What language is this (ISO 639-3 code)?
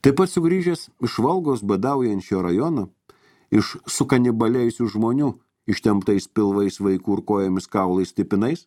lit